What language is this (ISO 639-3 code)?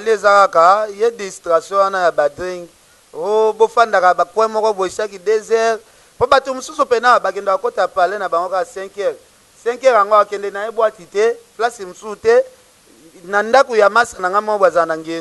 lin